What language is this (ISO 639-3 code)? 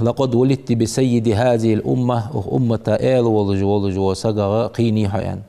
inh